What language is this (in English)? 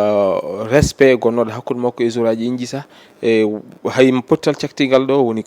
Fula